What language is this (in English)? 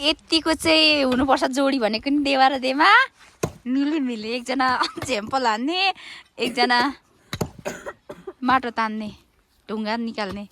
Nepali